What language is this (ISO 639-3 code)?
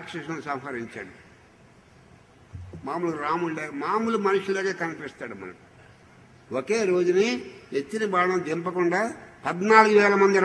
tel